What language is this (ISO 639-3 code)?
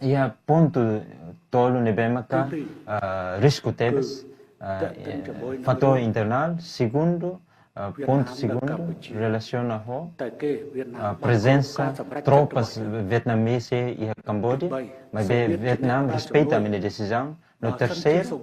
tet